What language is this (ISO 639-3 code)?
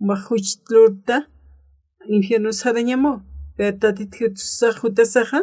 aym